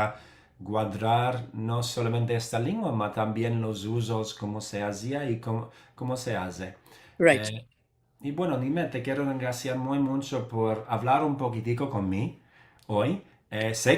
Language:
Ladino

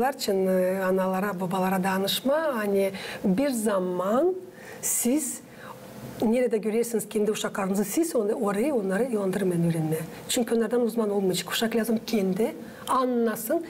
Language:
Gagauz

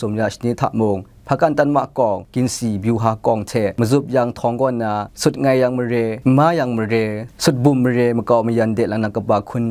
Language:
Kachin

